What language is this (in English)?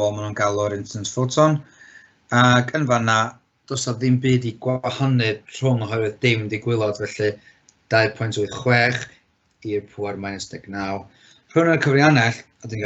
Welsh